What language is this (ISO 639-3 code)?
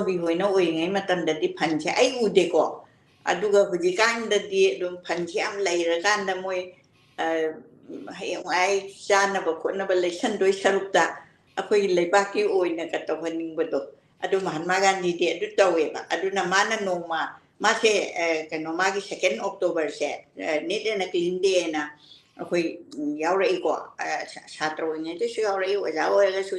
mni